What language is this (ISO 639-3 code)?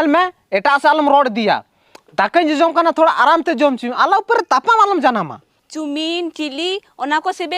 sat